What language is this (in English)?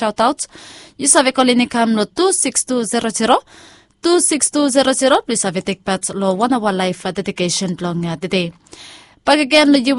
Bislama